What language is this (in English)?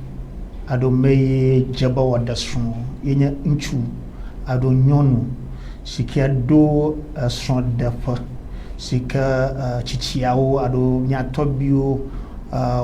Ewe